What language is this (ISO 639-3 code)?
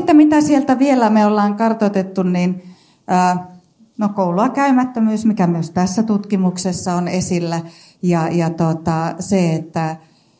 fin